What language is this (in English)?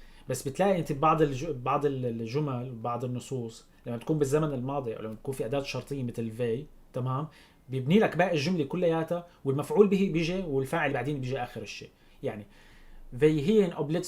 North Levantine Arabic